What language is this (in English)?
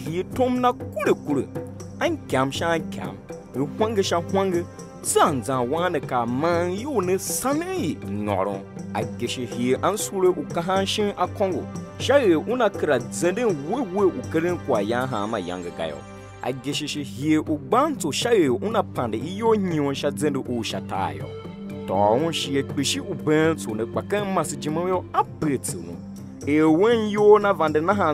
Tiv